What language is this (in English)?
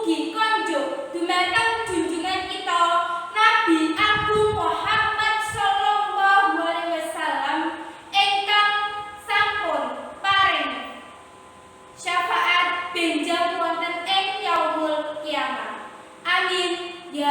Javanese